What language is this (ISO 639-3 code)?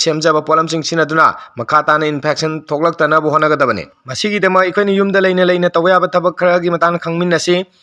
mni